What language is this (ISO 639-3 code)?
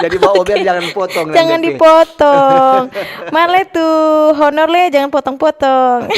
xmm